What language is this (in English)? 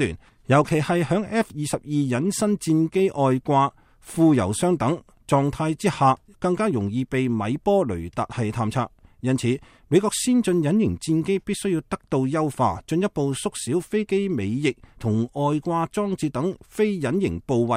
Cantonese